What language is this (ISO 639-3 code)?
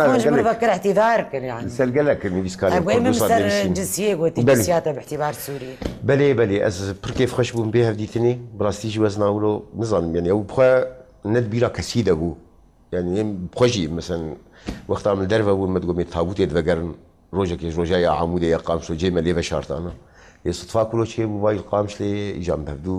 kur